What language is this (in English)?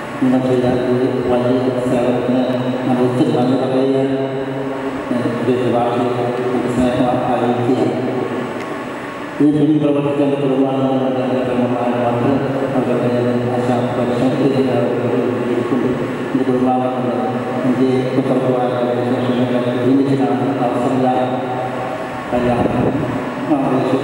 Malayalam